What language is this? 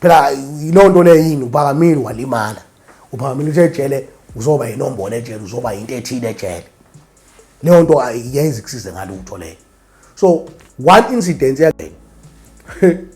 Zulu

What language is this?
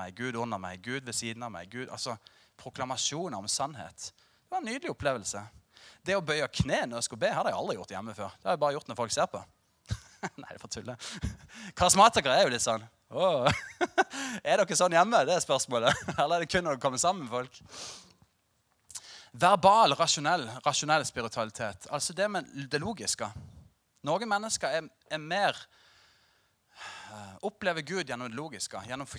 Norwegian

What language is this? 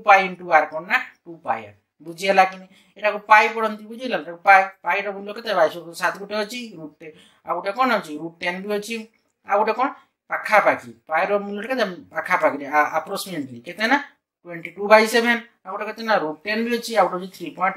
Odia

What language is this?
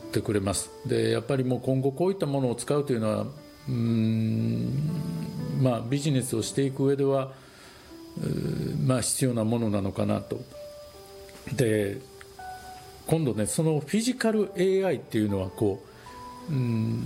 Japanese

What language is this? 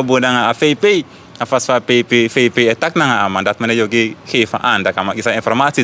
Sranan Tongo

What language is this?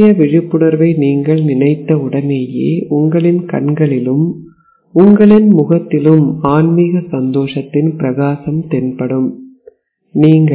Tamil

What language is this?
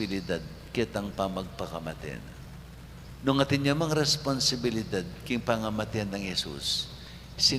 Pampanga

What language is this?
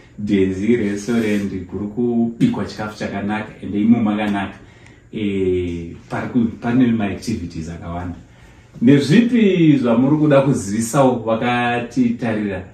Shona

